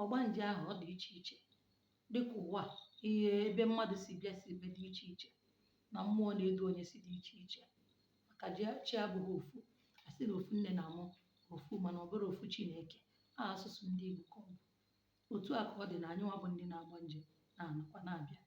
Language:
Igbo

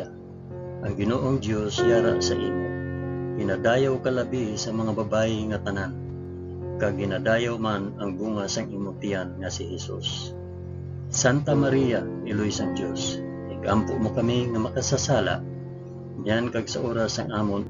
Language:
Hiligaynon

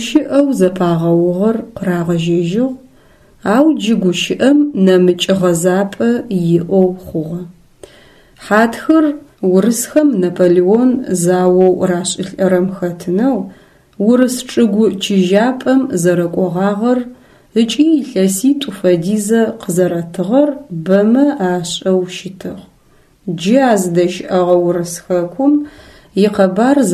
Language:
Adyghe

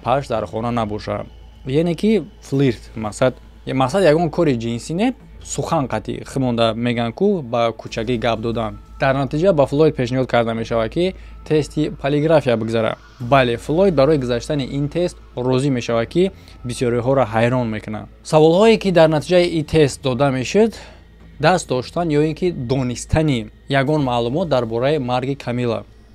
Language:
Tajik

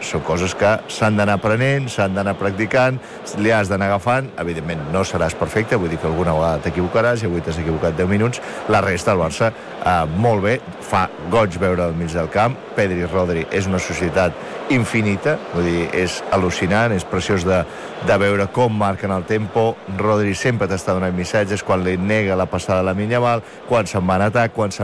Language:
Catalan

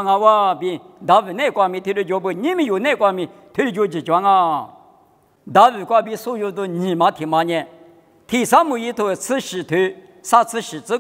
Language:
Lisu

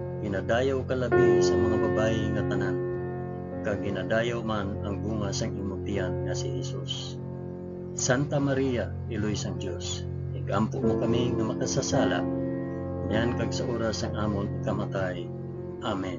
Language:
Hiligaynon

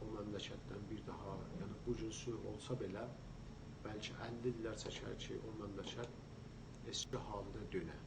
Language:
South Azerbaijani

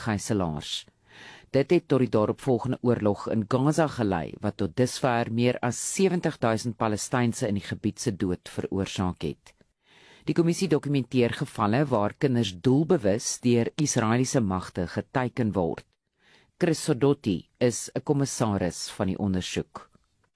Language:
Afrikaans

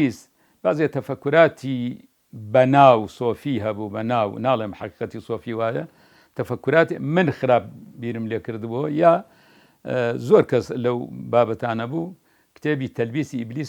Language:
Central Kurdish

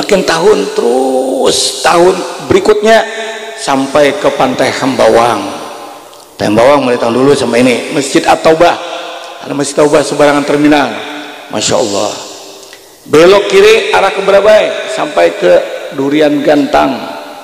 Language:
Banjar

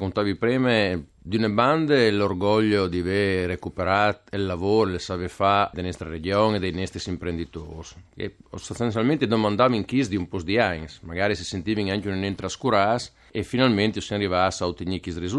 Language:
Friulian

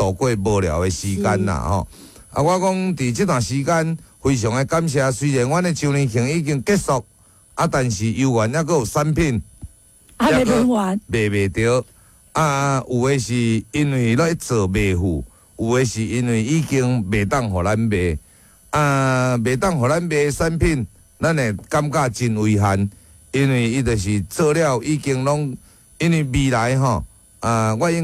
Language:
Min Nan Chinese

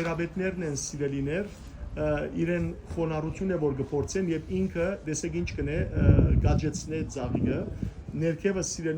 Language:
Western Armenian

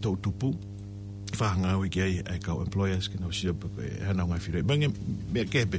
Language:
Tongan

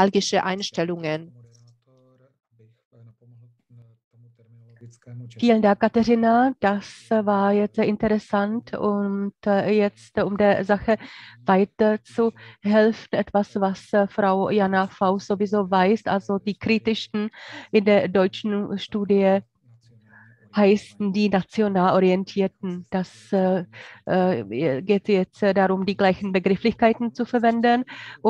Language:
German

